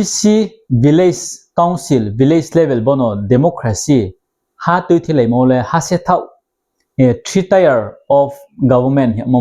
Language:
Riang (India)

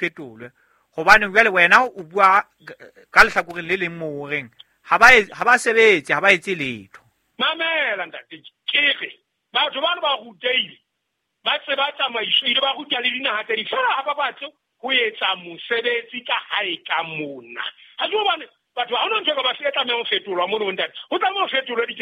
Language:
Southern Sotho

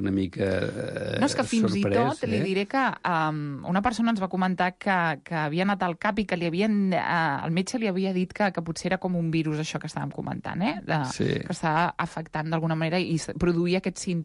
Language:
Catalan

